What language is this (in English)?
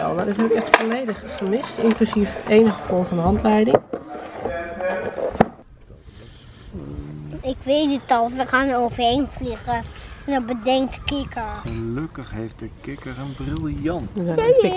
Dutch